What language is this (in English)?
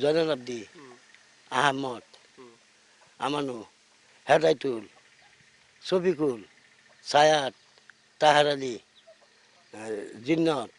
Assamese